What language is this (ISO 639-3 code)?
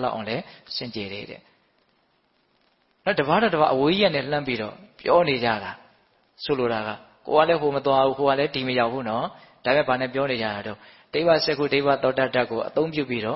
mya